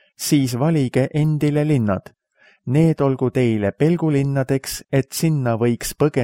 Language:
Estonian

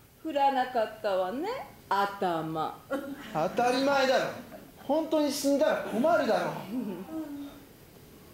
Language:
Japanese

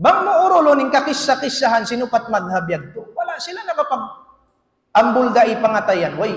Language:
Tausug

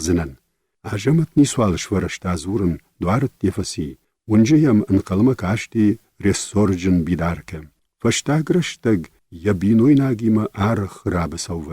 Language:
Ossetic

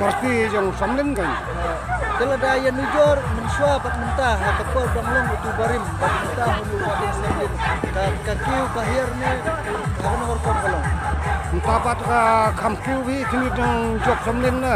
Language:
Khasi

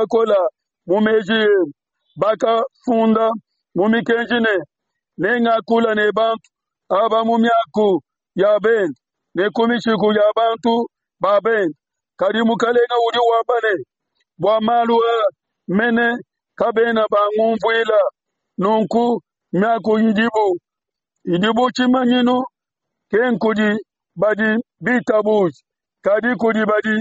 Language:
Luba-Lulua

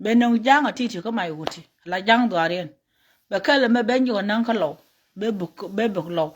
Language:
Nuer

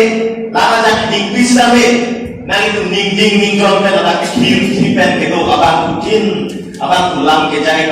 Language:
Karbi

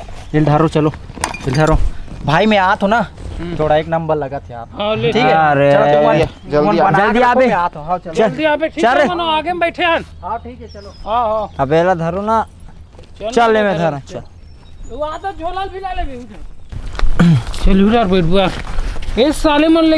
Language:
Chhattisgarhi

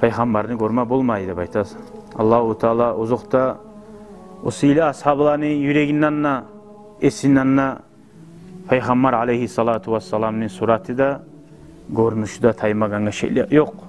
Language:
Kumyk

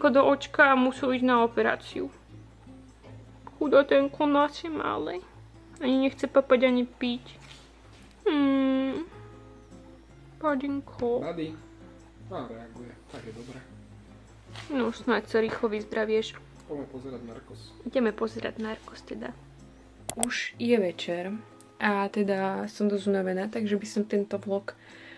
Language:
Slovak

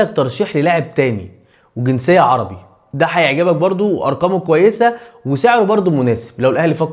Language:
Egyptian Arabic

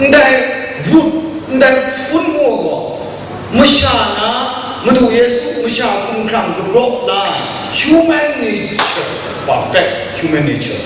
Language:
Kachin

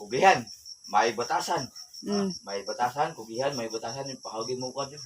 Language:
Cebuano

